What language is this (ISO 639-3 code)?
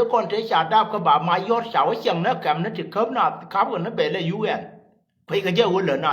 nus